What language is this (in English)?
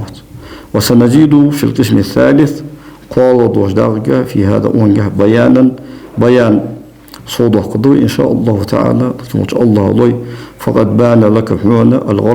Ingush